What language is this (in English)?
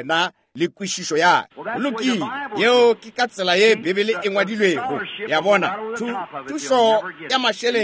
Northern Sotho